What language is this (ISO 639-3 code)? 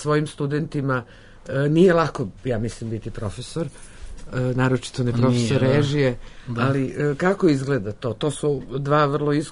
srp